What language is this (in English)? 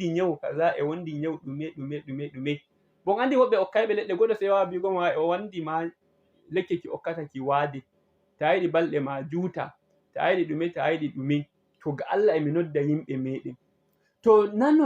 Fula